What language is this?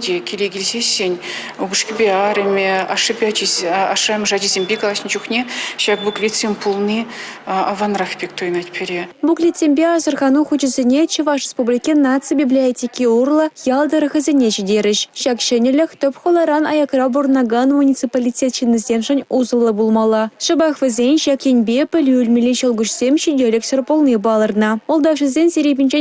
Chuvash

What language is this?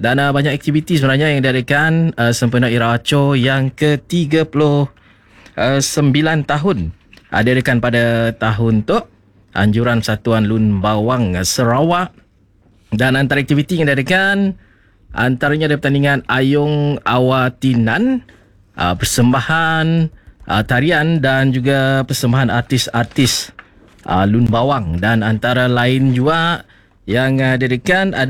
Malay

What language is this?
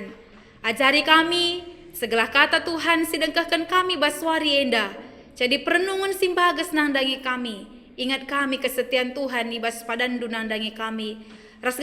Batak Karo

